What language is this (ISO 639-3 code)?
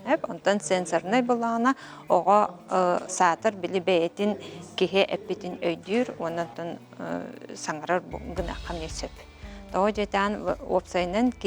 sah